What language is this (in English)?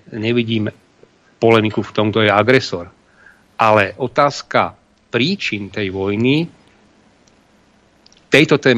Slovak